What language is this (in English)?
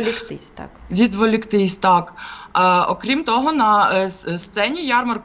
Ukrainian